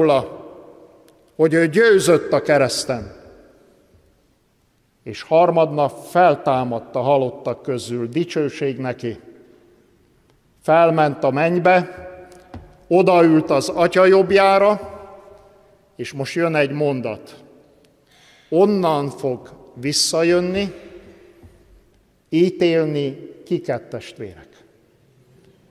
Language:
Hungarian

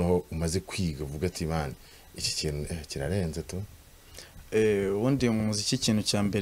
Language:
Kinyarwanda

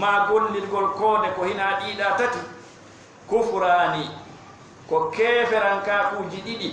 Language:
Fula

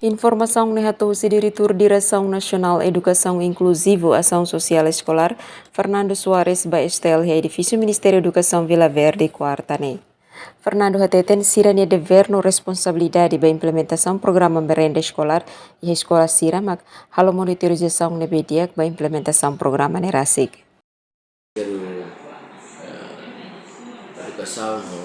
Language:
Tetum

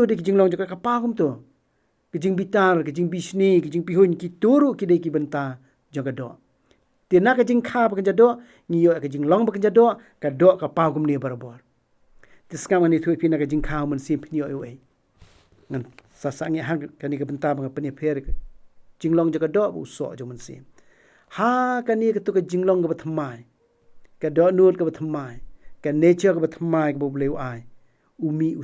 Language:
Khasi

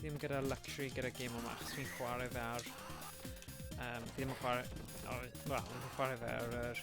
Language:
Welsh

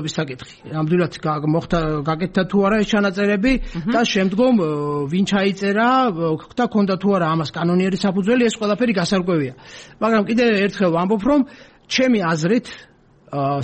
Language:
Georgian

